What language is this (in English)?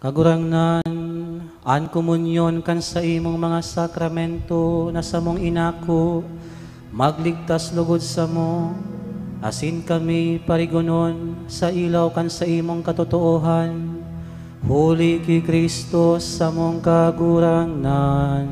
Bikol